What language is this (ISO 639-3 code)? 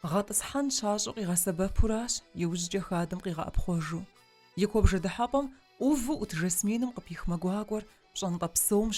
kbd